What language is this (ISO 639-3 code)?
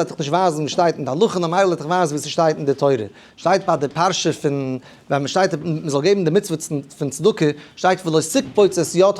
yid